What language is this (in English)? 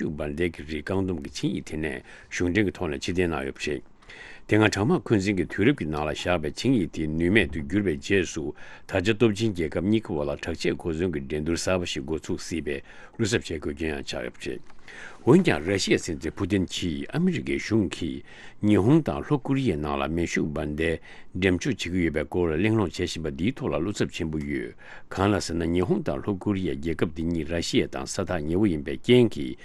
Tibetan